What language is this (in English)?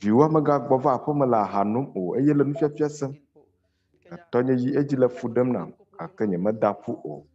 Ewe